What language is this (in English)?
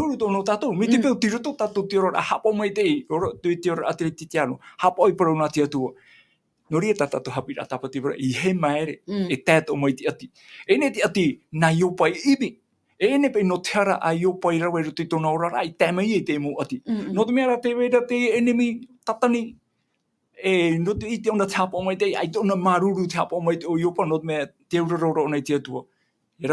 Tahitian